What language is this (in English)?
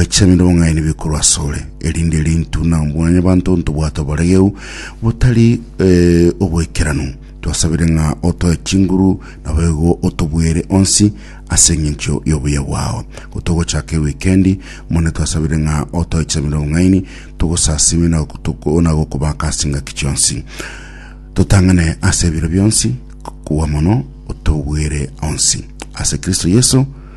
Gusii